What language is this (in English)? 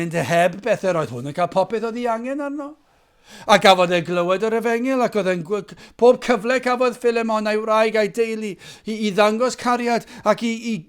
Welsh